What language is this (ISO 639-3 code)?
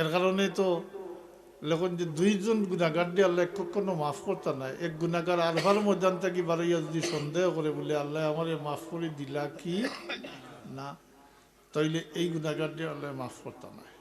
syl